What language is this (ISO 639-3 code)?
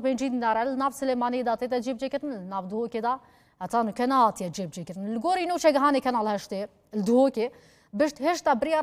kur